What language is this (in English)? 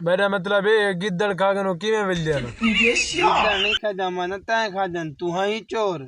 Saraiki